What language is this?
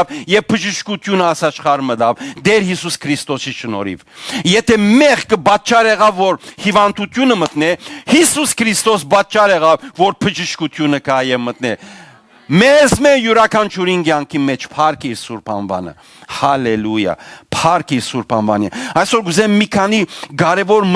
Western Armenian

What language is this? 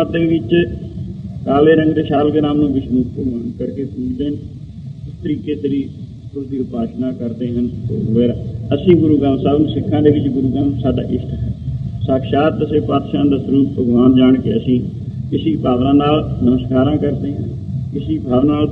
Punjabi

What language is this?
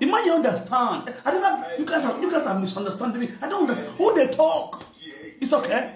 Nigerian Pidgin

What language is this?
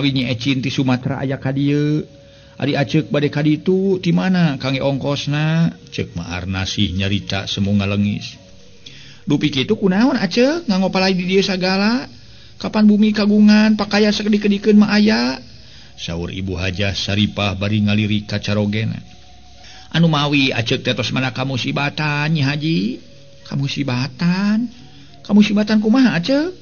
Sundanese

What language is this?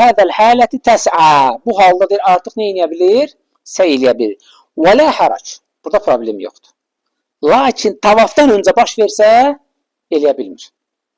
Azerbaijani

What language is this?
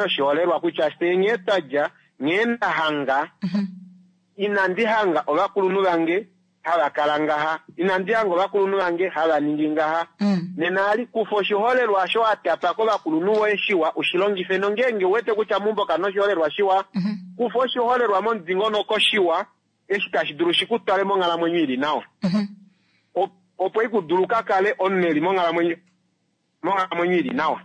Kuanyama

